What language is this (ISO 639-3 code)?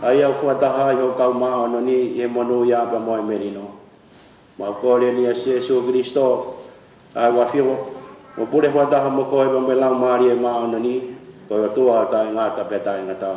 ton